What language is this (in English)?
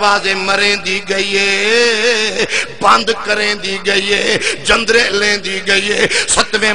Saraiki